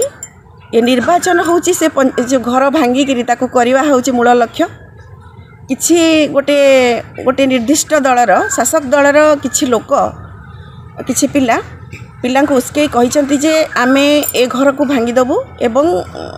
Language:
Odia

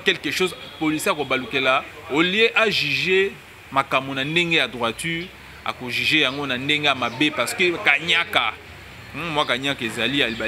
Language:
Lingala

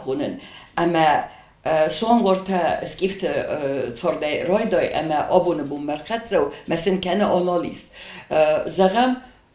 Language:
Ossetic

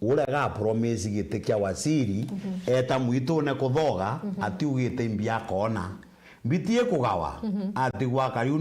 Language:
Meru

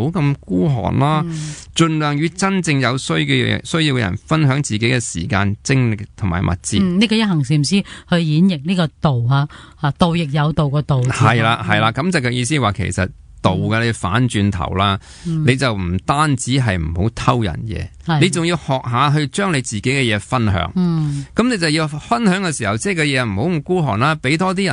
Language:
Cantonese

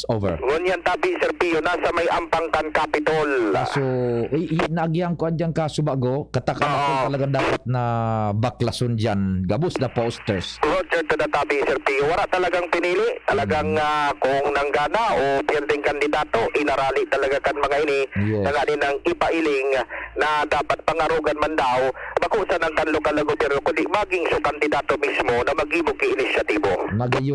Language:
Bikol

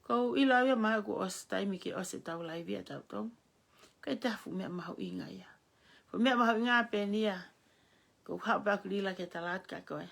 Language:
Tongan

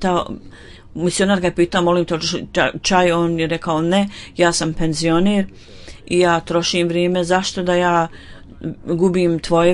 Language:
Bosnian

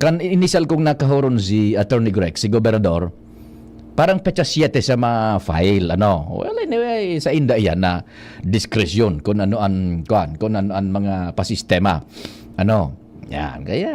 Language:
Bikol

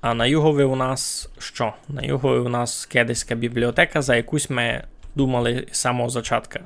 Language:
Rusyn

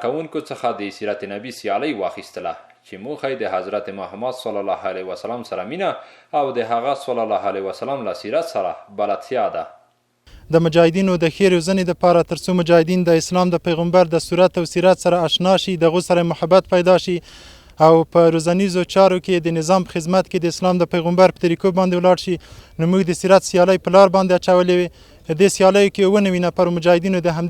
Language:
Pashto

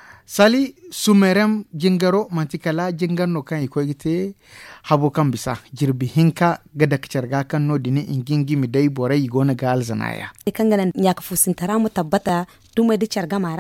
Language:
Zarma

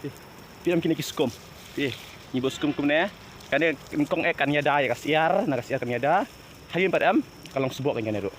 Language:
Khasi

